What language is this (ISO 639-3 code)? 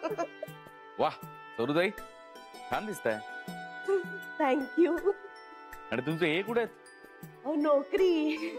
mar